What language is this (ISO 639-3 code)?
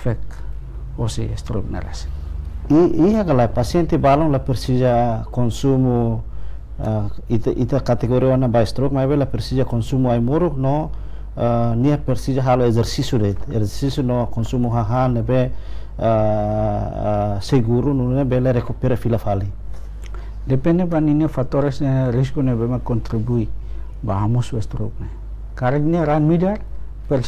tet